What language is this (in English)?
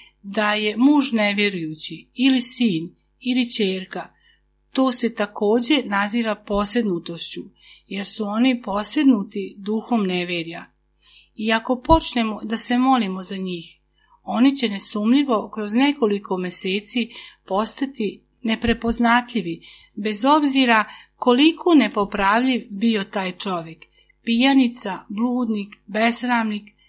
Serbian